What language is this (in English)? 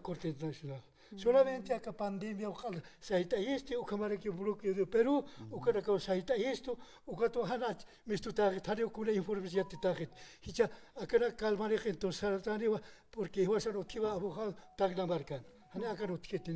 Aymara